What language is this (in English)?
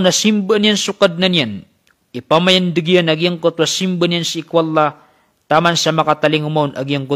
Maranao